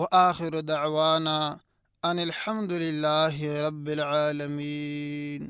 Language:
Pashto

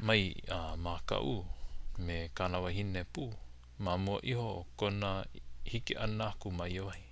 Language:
Hawaiian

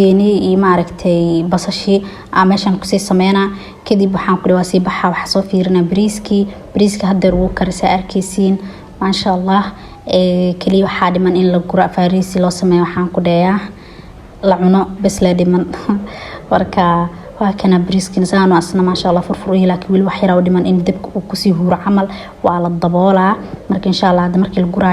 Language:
Somali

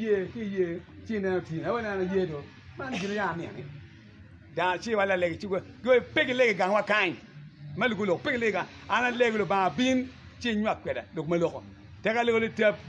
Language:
Acoli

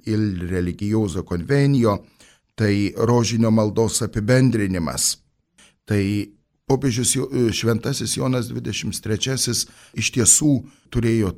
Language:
Lithuanian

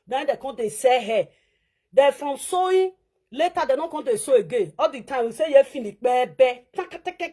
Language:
Nigerian Pidgin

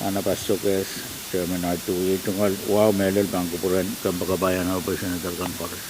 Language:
Pohnpeian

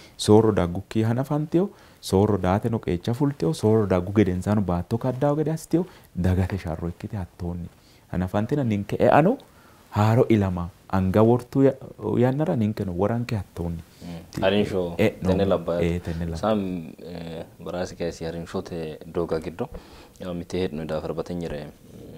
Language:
Sidamo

